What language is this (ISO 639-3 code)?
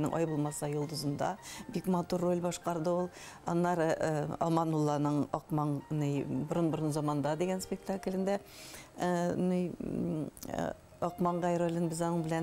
bak